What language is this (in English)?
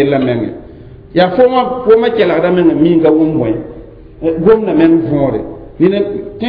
Mossi